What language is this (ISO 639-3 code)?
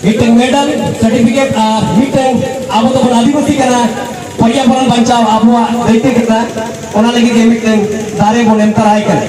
sat